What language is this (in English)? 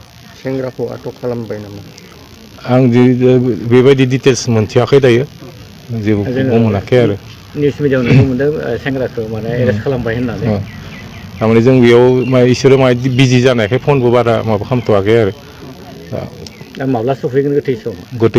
Bodo